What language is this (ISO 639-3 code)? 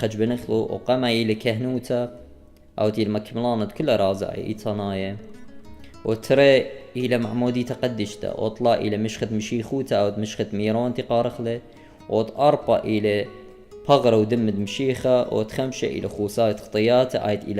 aii